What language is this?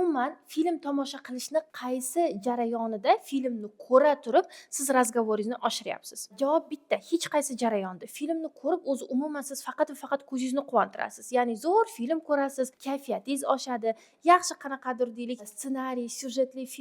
Uzbek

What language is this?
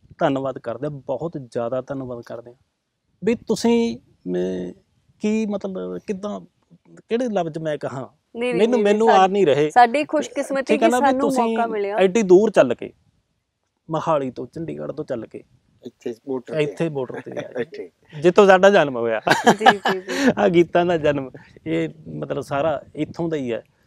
Punjabi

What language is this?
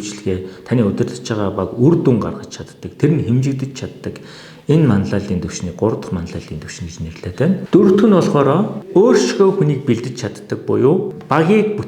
Mongolian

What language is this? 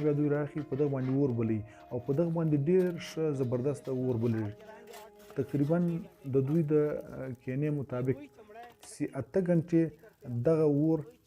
Pashto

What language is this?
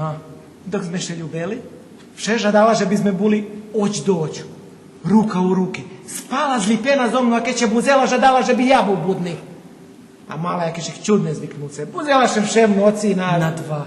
Rusyn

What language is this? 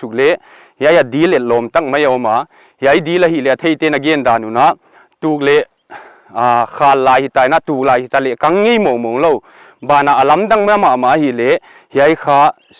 Paite Chin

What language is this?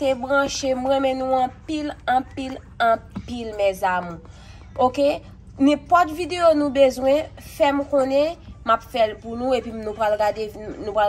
Haitian Creole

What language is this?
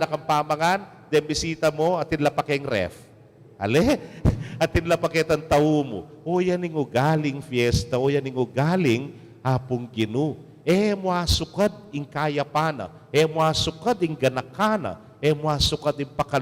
Pampanga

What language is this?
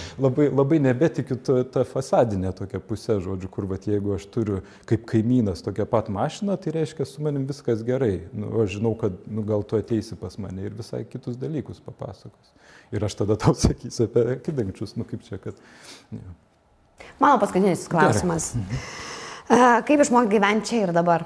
Lithuanian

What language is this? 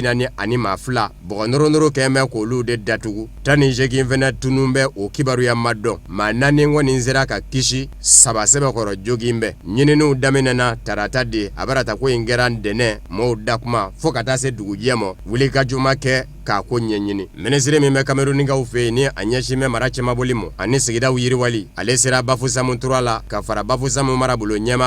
Bambara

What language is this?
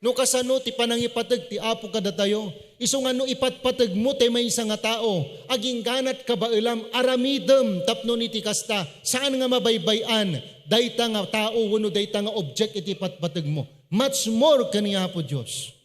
Iloko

